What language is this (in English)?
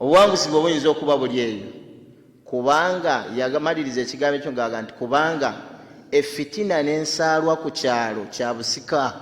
Ganda